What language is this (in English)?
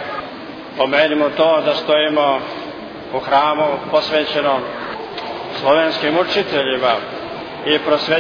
Serbian